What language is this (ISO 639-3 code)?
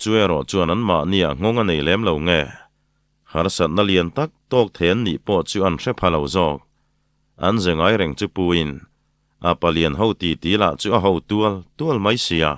lus